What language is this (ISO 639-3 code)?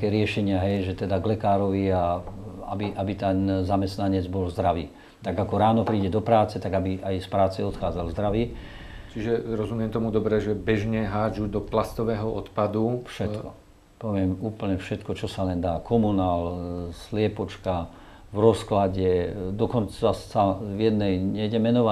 slk